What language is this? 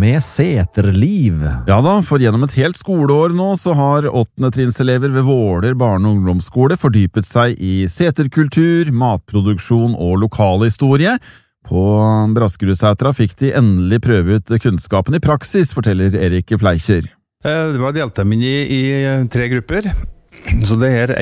Norwegian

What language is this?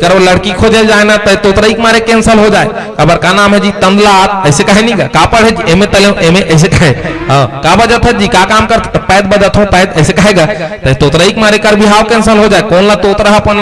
Chhattisgarhi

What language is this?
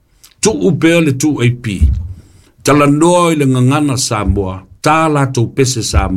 Samoan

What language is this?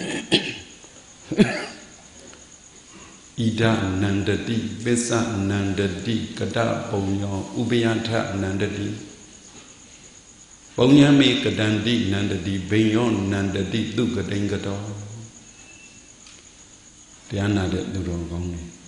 Burmese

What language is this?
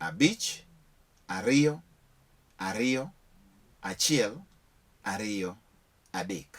Luo (Kenya and Tanzania)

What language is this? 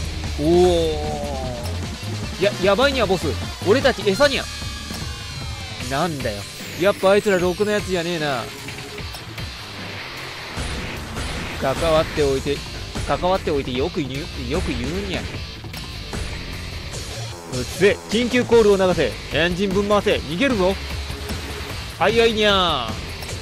Japanese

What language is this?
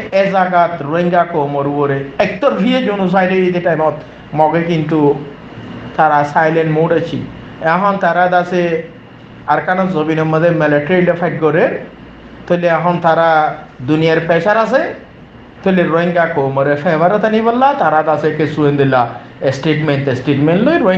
Rohingya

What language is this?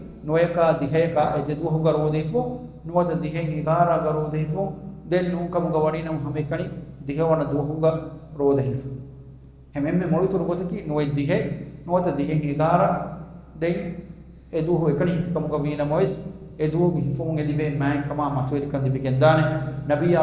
Divehi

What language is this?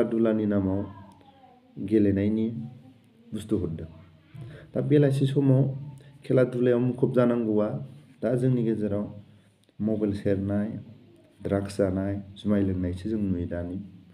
Bodo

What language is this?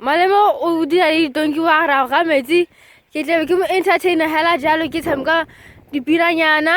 Tswana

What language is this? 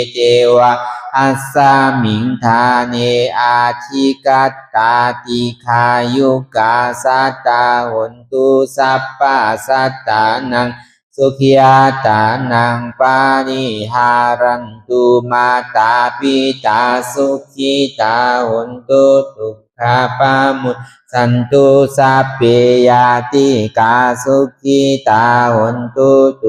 Shan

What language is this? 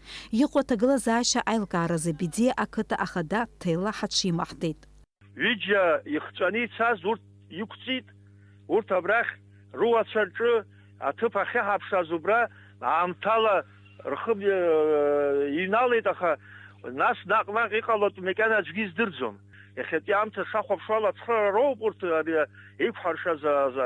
Abkhazian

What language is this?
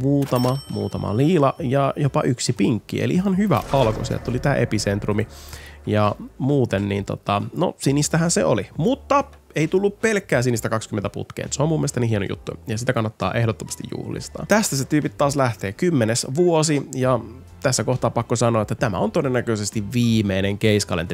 Finnish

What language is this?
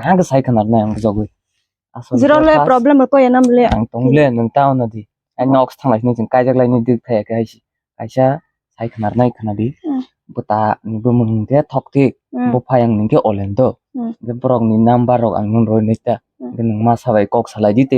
Kok Borok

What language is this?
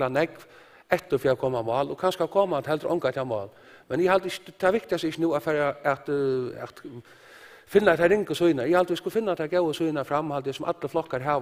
Faroese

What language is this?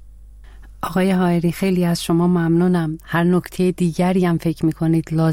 Persian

